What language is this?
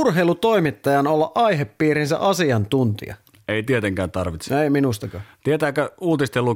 Finnish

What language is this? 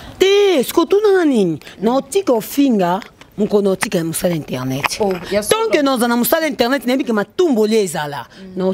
Lingala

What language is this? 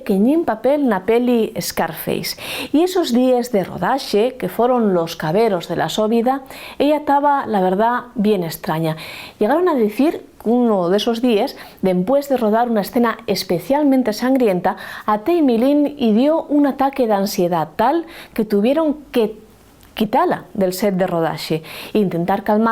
Asturian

